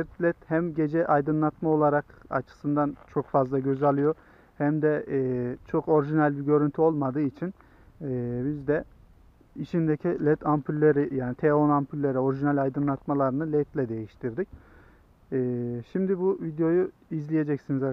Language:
Turkish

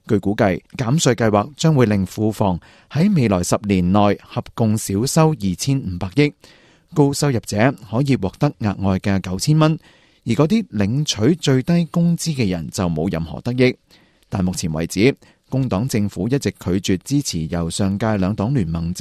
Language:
Cantonese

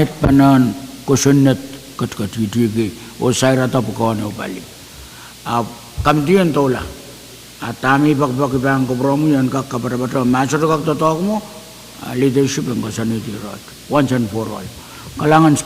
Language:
Pohnpeian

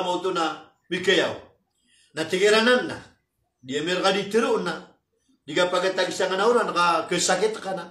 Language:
Maranao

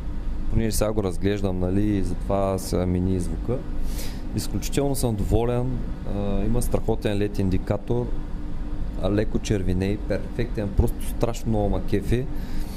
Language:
Bulgarian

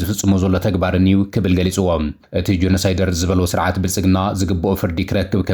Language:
Tigrinya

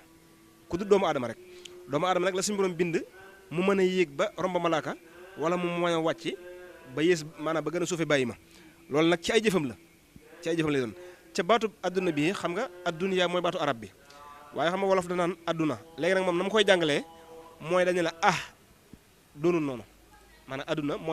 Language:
Wolof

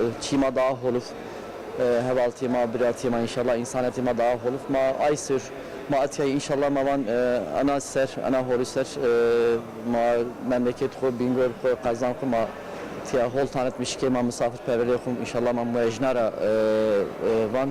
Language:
Zaza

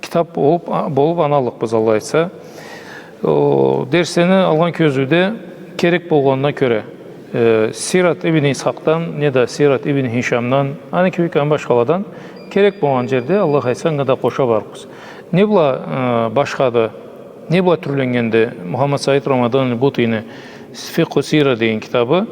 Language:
Karachay-Balkar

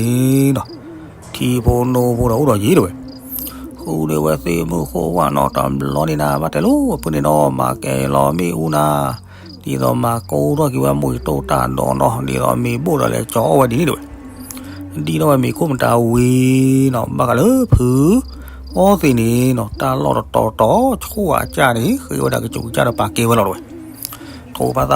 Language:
S'gaw Karen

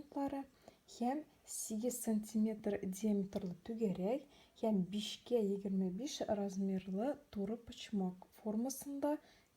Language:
Tatar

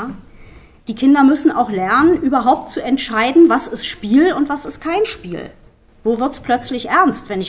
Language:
German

